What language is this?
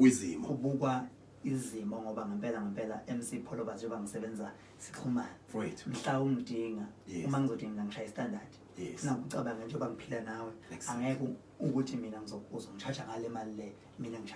Zulu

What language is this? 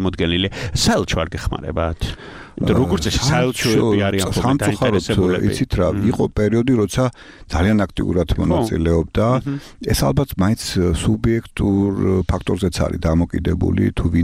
Georgian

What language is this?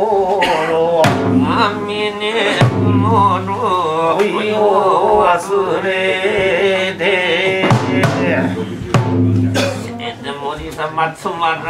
Japanese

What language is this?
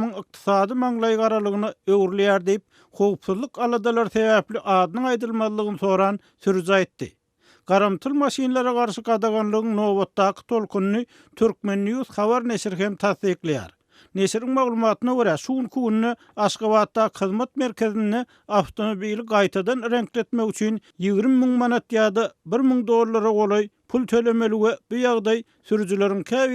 Turkmen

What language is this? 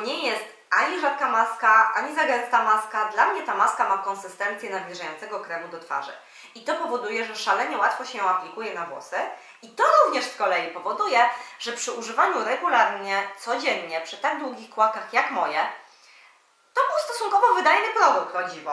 Polish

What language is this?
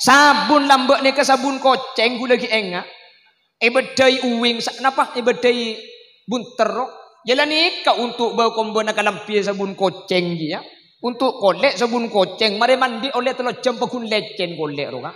Madurese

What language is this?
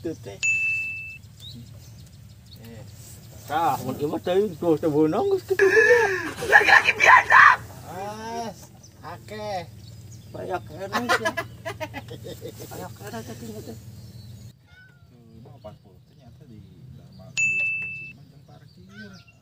Sundanese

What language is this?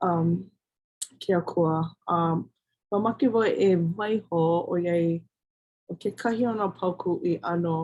Hawaiian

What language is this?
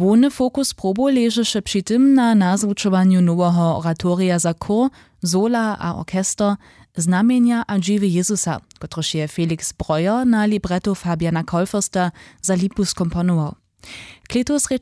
Upper Sorbian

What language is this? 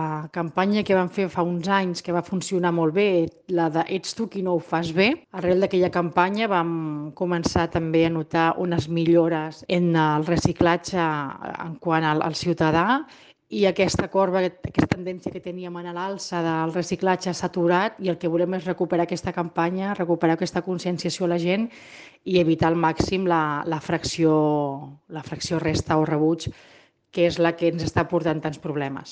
Catalan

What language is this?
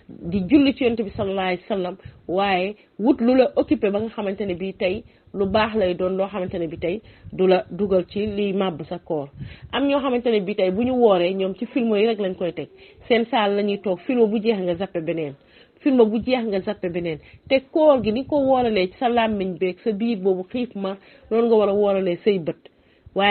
Wolof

